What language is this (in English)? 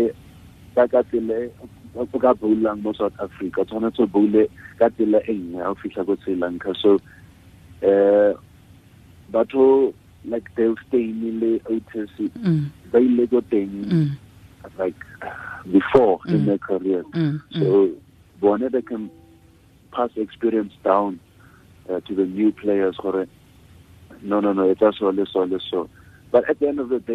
Tswana